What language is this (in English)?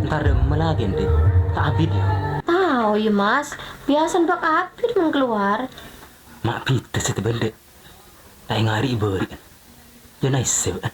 Madurese